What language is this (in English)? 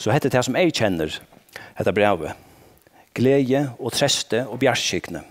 Faroese